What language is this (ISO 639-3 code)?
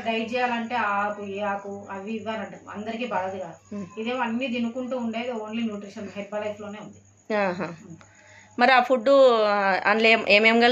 tel